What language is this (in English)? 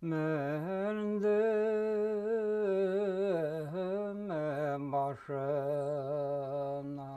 Bashkir